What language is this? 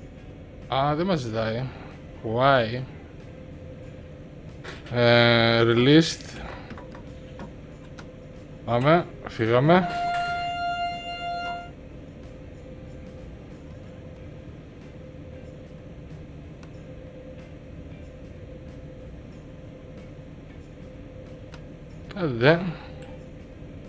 Greek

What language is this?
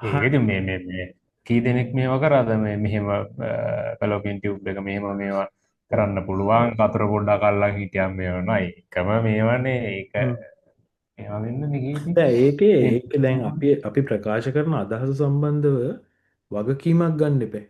Sinhala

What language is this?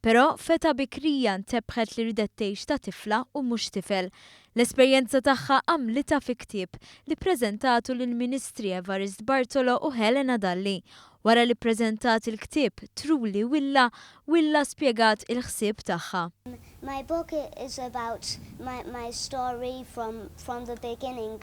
Maltese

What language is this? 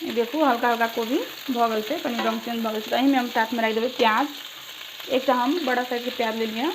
Maithili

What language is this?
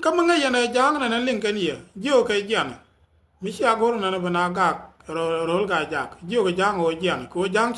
Nuer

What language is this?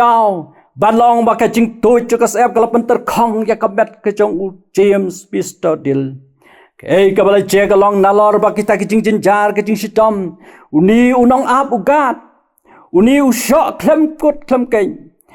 Khasi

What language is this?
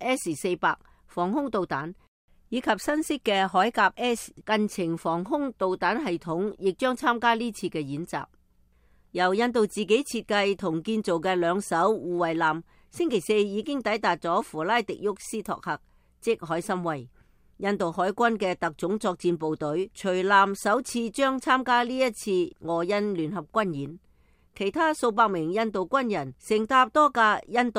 Cantonese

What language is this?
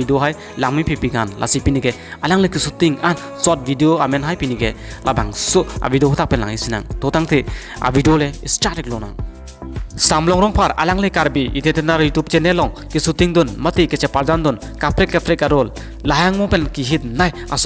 Karbi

